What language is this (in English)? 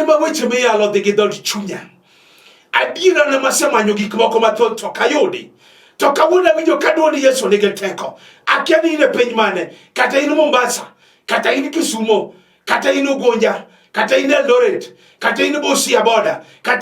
Luo (Kenya and Tanzania)